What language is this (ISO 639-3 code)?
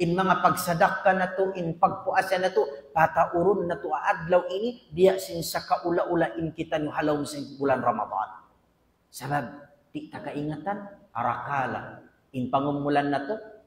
tsg